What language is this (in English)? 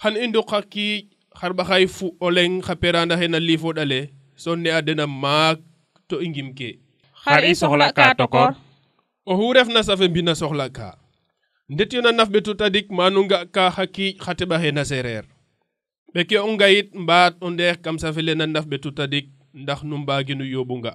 Serer